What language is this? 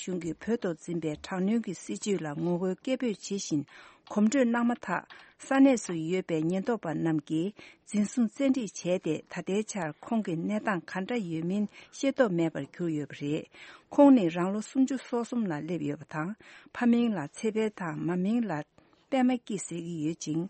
Tibetan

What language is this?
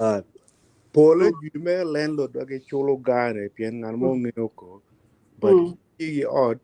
Acoli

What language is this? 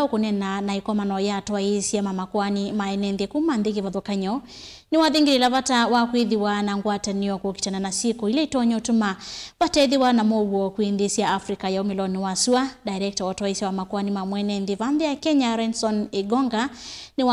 Kamba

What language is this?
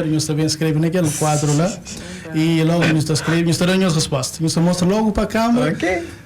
Kabuverdianu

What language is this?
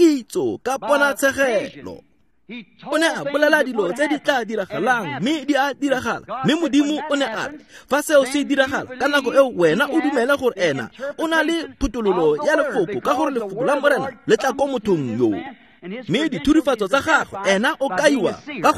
Tswana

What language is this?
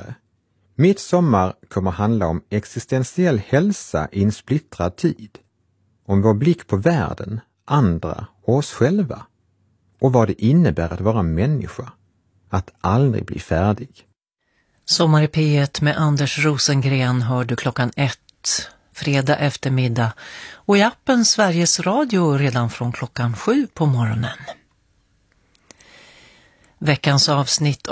Swedish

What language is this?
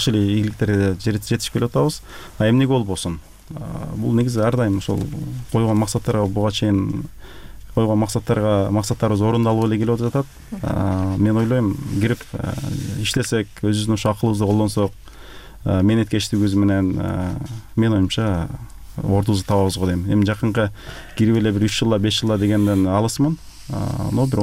Kyrgyz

